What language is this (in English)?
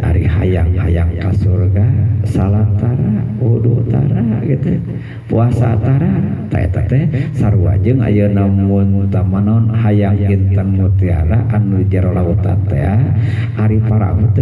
Sundanese